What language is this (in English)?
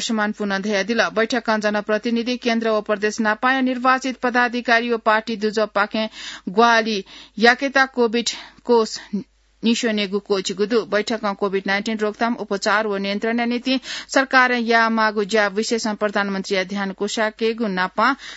Newari